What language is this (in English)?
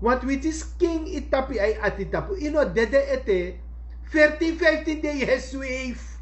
Sranan Tongo